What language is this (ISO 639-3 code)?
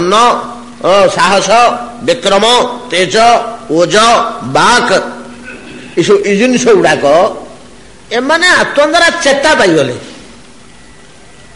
ori